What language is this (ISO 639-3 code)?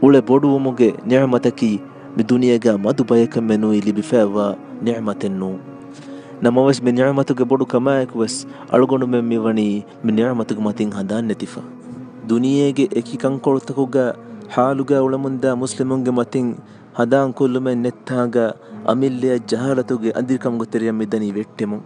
div